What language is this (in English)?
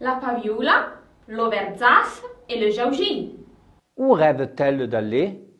Arpitan